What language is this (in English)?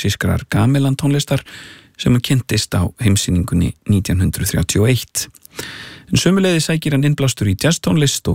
Icelandic